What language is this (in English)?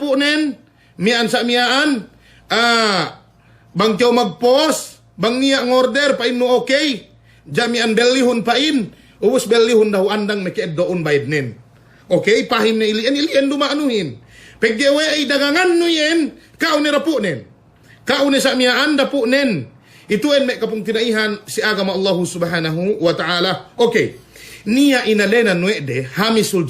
Yakan